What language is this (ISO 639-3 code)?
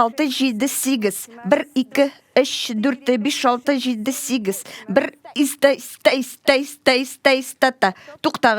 tat